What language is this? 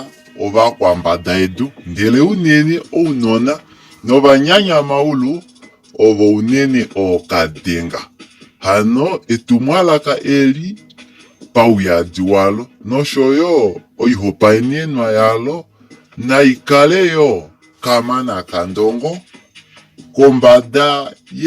Kuanyama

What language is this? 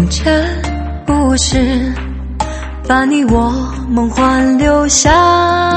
Chinese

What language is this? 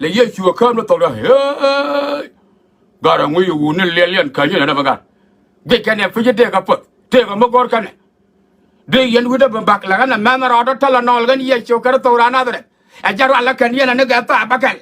Nuer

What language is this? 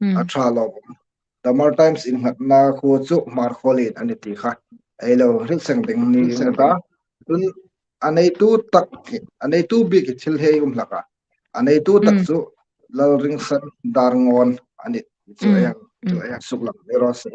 Hmar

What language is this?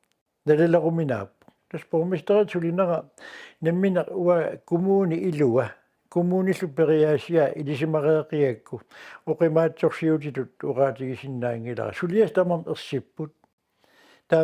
Kalaallisut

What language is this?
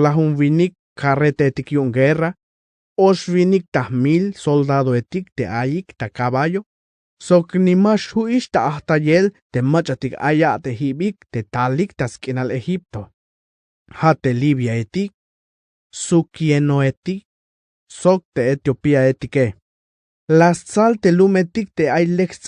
Tzeltal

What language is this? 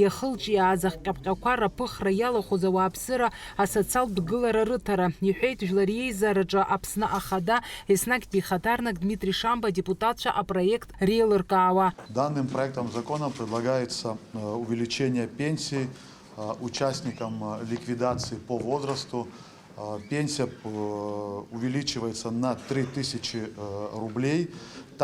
Abkhazian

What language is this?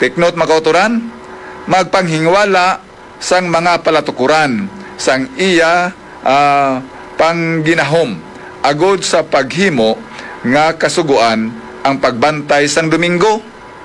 Hiligaynon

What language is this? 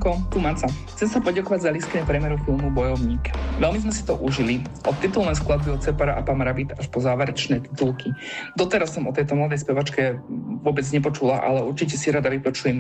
Slovak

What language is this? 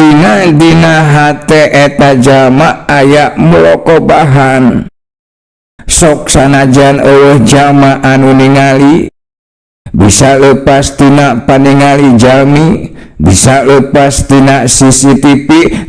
Sundanese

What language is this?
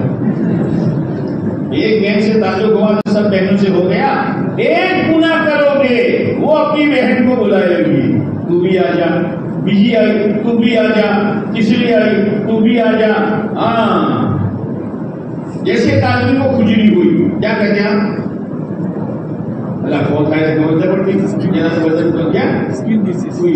Urdu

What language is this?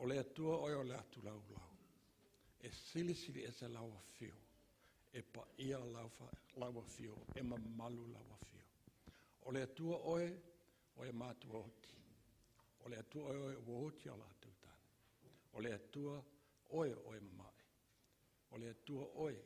Samoan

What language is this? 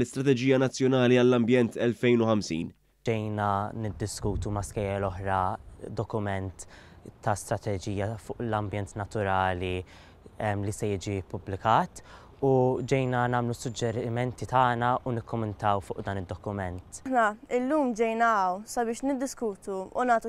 Maltese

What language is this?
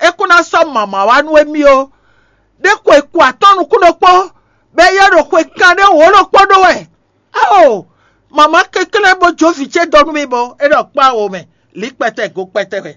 Fon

